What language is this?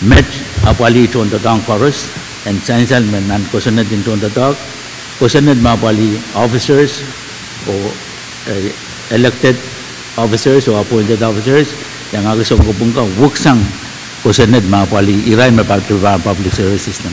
Pohnpeian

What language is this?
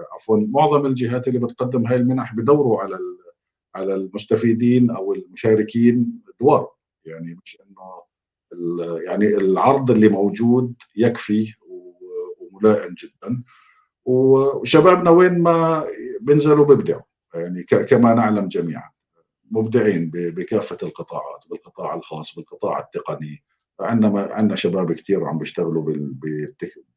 North Levantine Arabic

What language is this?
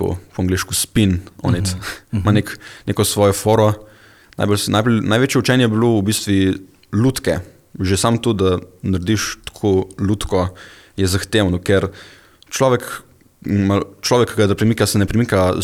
Slovenian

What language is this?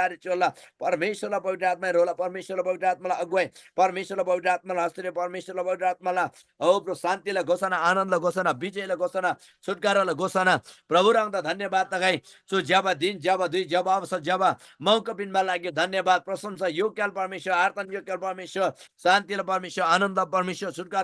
Eastern Tamang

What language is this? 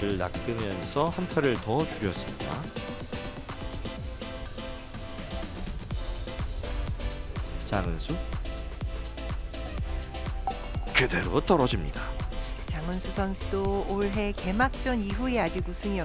Korean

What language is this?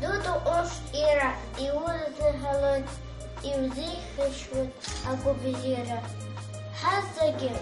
Abkhazian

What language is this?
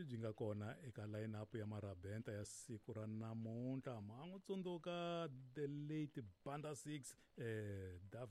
Tsonga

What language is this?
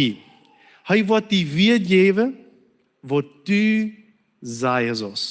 Plautdietsch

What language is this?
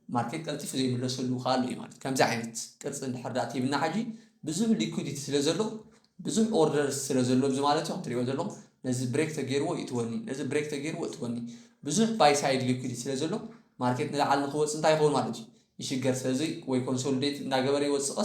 Tigrinya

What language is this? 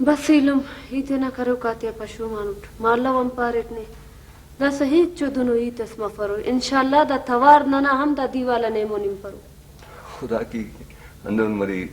Brahui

